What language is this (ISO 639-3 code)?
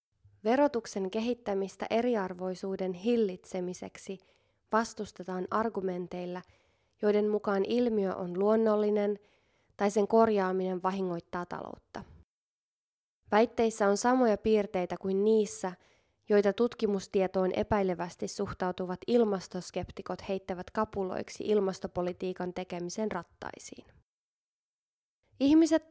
fin